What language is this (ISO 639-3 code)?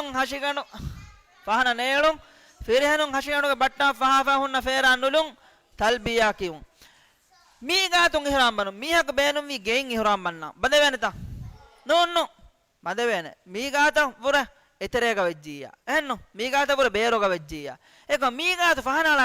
div